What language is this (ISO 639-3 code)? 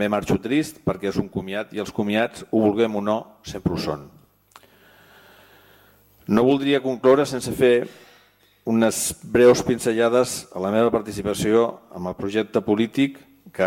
cat